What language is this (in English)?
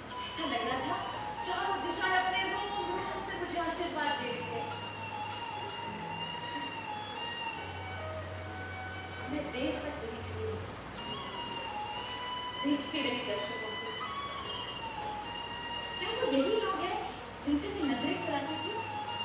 Hindi